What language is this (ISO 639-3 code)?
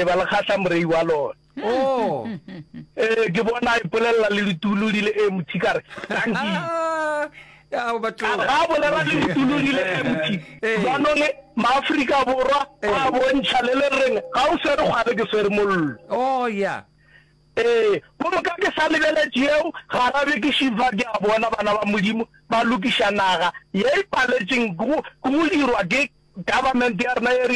nso